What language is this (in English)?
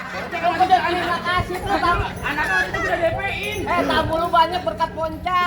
Betawi